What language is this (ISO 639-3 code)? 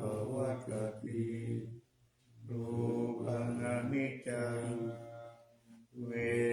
pli